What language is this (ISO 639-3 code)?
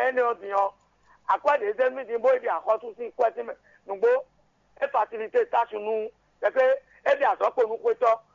fon